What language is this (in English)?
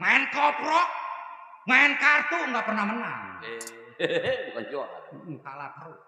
Betawi